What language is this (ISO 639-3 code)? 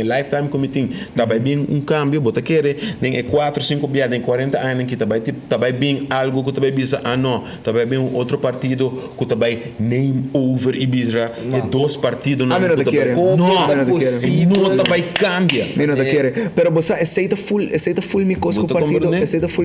pap